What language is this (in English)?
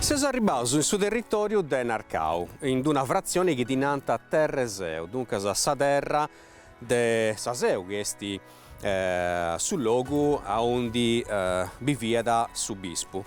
Sardinian